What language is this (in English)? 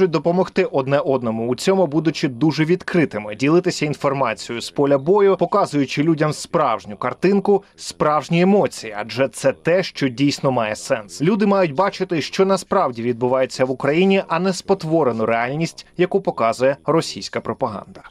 Ukrainian